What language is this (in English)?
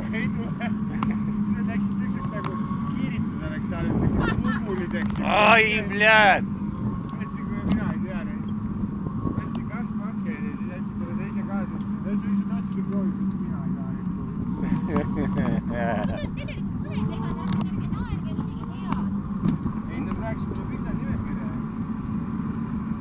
Estonian